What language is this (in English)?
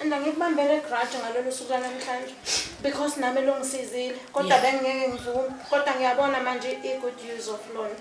Zulu